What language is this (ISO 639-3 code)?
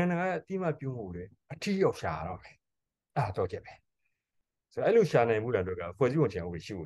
mya